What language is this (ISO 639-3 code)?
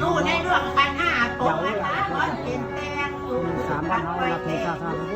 tts